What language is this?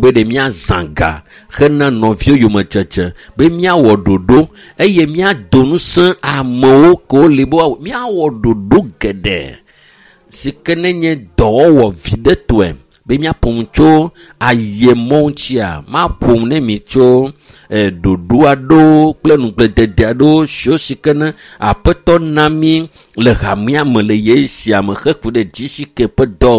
Ewe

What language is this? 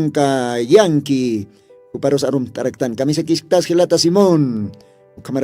Aymara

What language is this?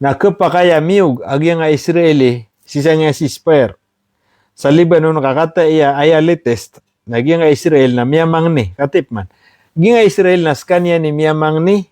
Maranao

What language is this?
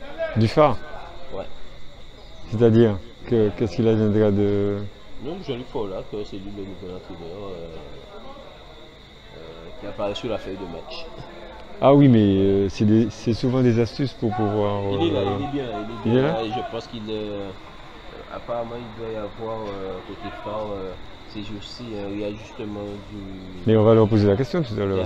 French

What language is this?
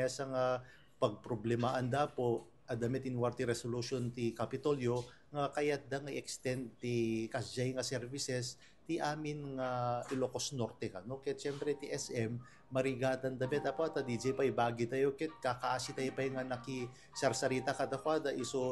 Iloko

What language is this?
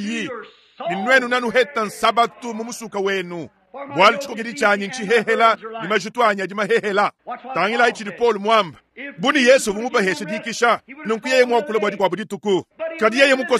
Luba-Lulua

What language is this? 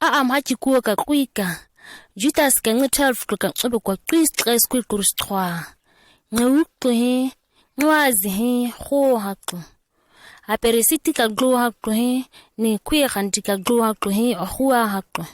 ǁGana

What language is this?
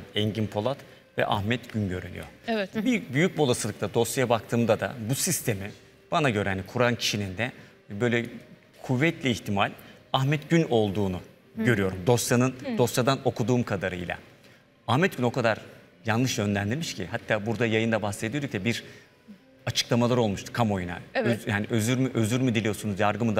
Turkish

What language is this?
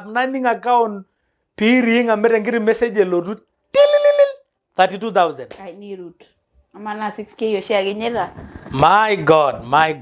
Masai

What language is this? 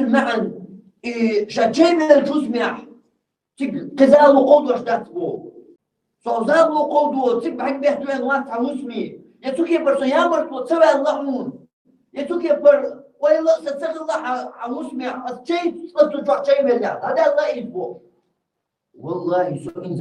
Chechen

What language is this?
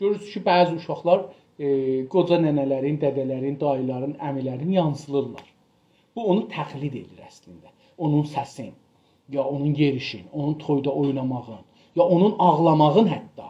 South Azerbaijani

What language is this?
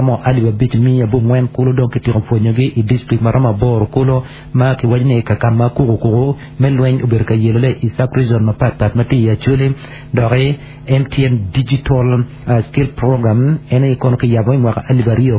Acoli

